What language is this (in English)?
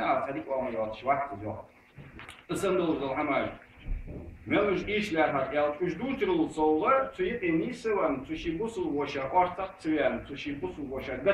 Ingush